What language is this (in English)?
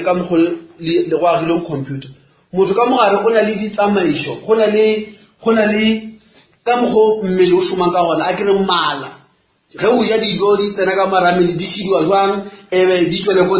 Northern Sotho